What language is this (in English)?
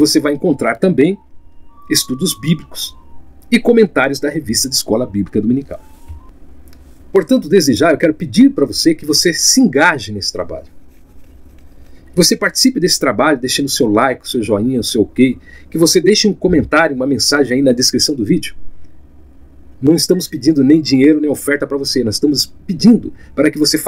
Portuguese